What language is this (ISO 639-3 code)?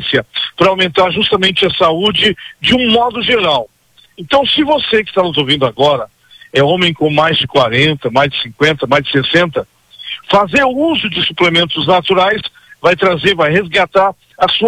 por